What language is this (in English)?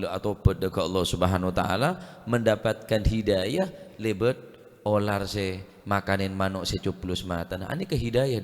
Madurese